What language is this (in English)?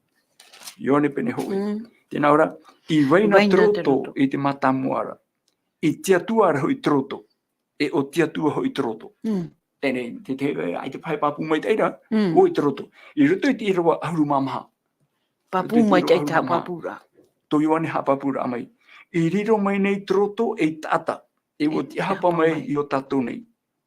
Tahitian